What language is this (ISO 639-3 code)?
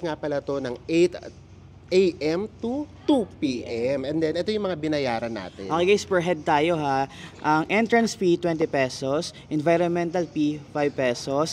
fil